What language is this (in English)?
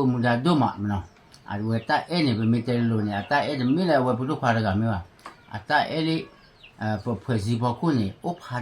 S'gaw Karen